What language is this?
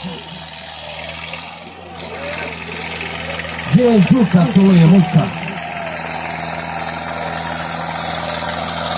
Croatian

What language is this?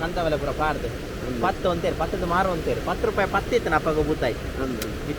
Tulu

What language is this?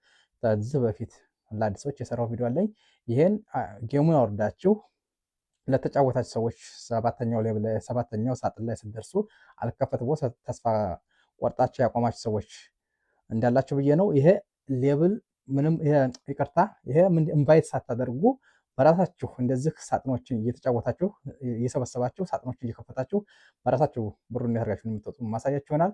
Amharic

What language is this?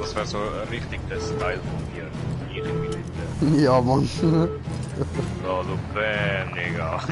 Swiss German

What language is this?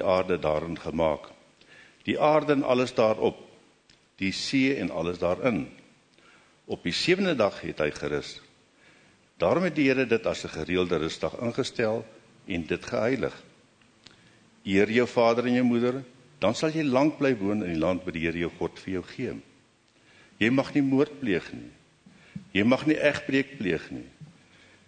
Afrikaans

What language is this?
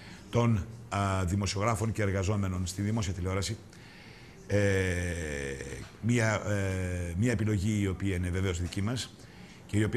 Greek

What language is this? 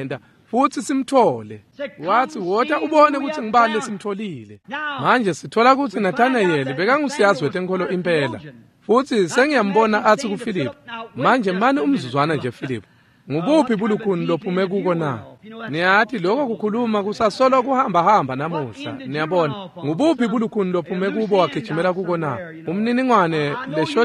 Swati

